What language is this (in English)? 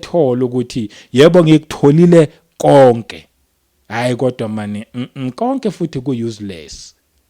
Zulu